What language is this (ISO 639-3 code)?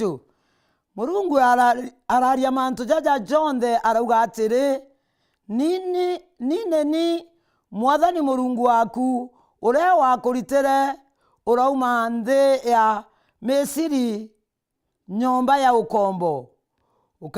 mer